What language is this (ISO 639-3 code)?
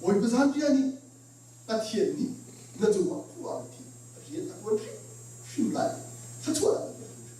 cnh